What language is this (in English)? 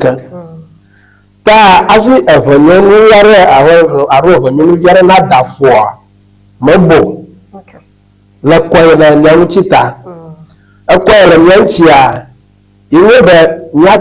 Ewe